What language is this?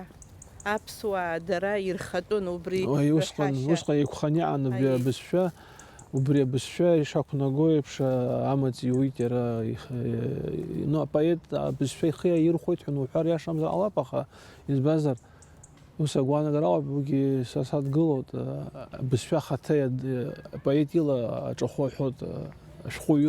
Abkhazian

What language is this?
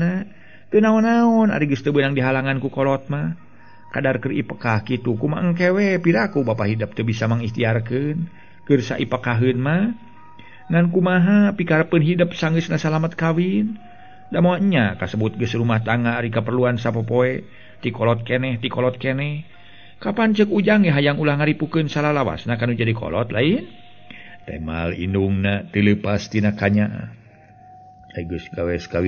Sundanese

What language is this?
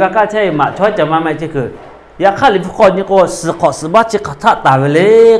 Lahu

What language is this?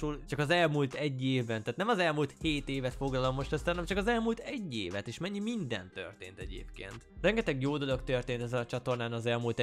Hungarian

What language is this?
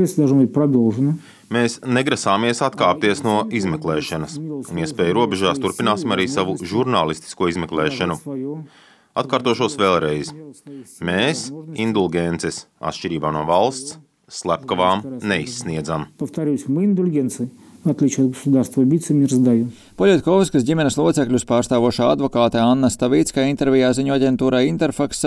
Latvian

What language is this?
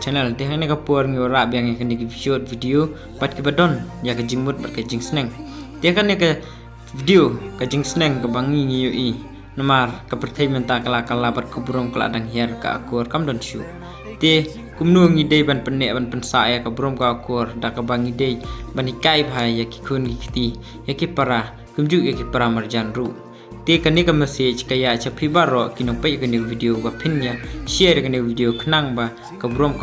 Khasi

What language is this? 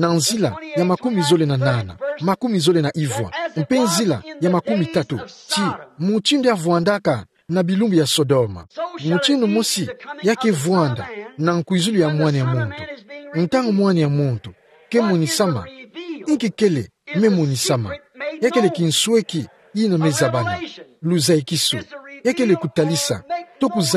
Kituba (Democratic Republic of Congo)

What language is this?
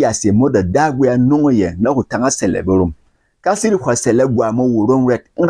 Berom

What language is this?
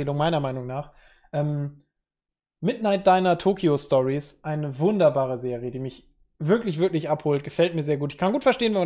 German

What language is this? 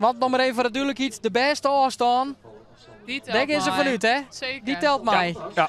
Western Frisian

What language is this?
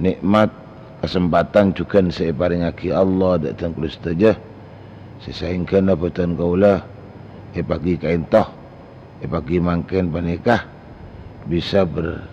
Madurese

